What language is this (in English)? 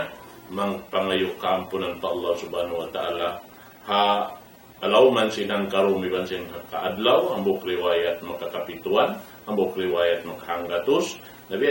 Tausug